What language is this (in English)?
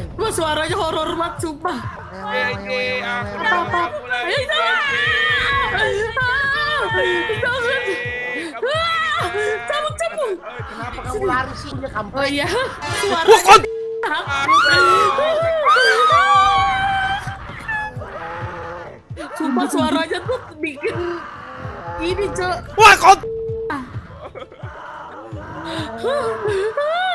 Indonesian